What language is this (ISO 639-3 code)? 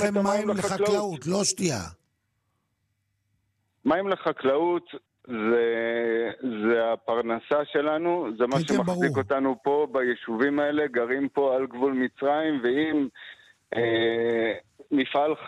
heb